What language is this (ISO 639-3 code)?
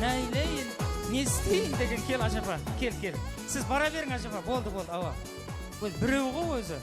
kaa